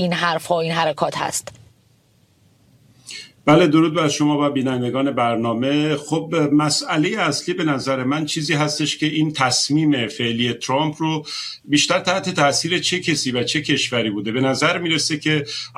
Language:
Persian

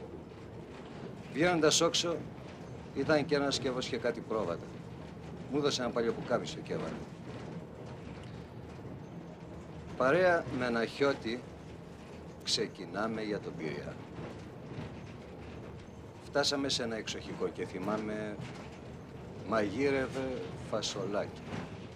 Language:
Greek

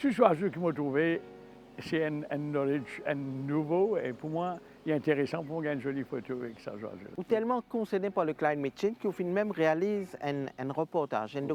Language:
Morisyen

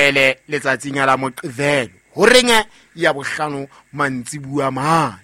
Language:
Southern Sotho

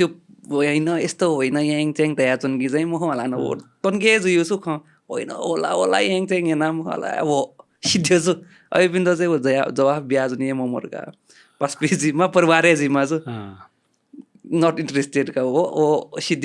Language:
Newari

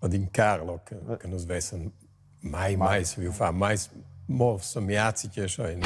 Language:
Romansh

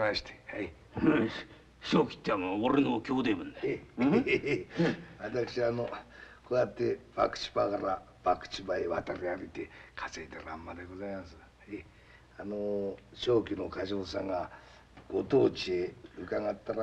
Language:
Japanese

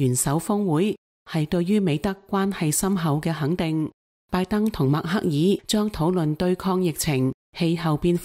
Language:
Cantonese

